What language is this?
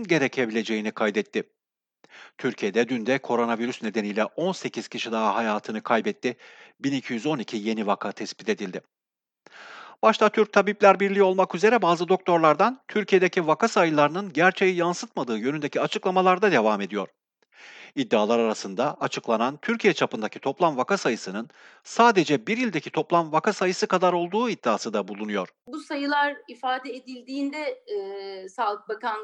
Turkish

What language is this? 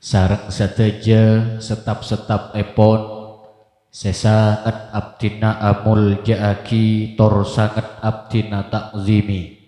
Madurese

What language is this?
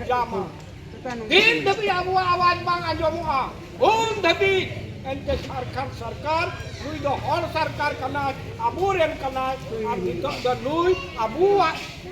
Santali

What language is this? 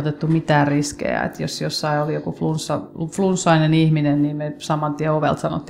Finnish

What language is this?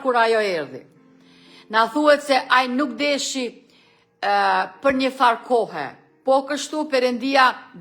Albanian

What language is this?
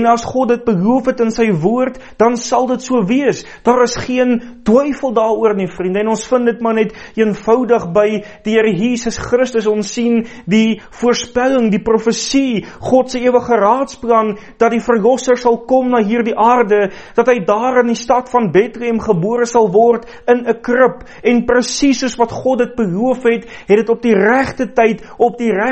Afrikaans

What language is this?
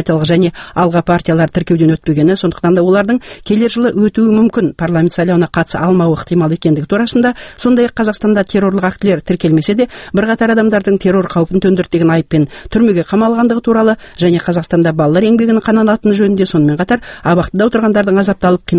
Kazakh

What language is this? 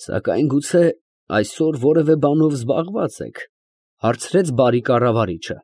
Armenian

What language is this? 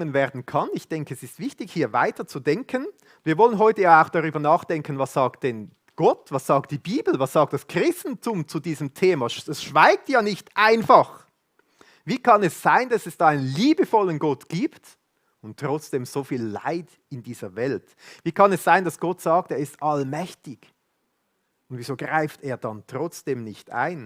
Swiss German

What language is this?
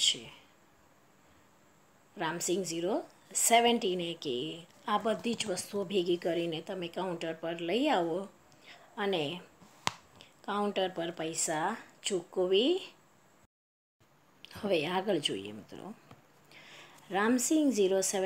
Gujarati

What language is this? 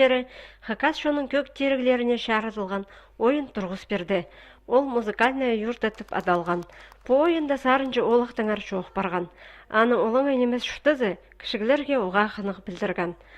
Khakas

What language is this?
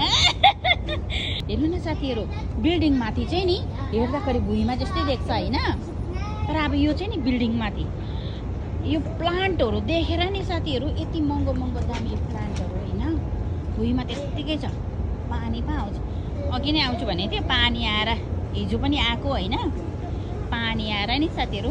Nepali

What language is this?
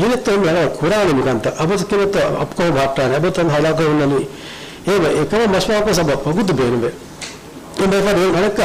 Divehi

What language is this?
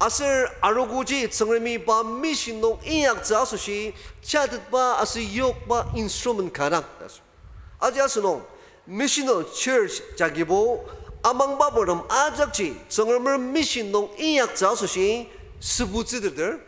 Ao Naga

